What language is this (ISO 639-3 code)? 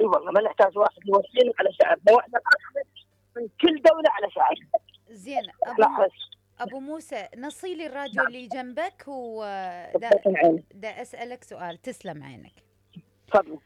acm